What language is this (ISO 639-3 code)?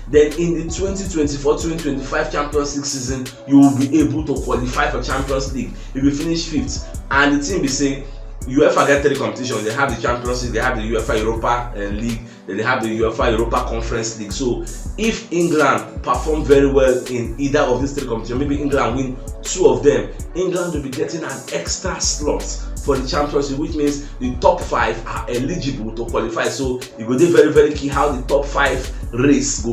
pcm